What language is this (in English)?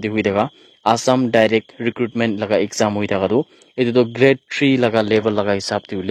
Naga Pidgin